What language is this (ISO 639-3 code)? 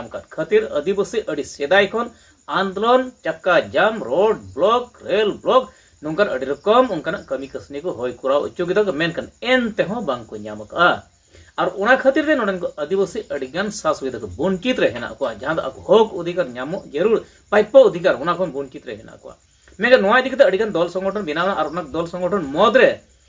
sat